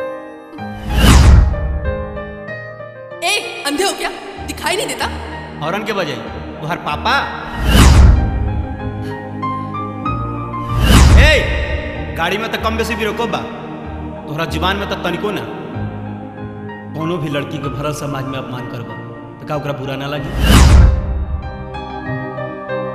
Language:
Bhojpuri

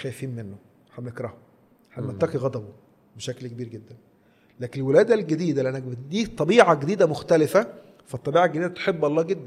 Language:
Egyptian Arabic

